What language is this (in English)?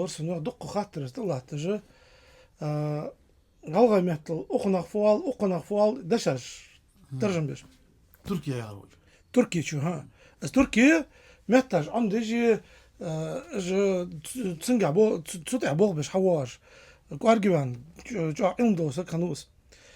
Ingush